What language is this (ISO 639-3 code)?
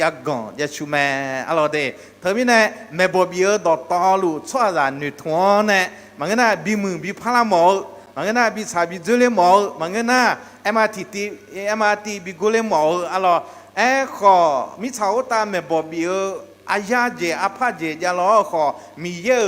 ahk